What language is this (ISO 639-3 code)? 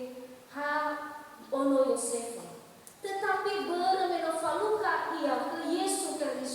nia